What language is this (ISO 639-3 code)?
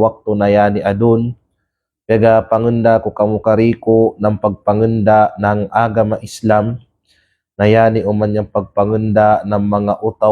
kqe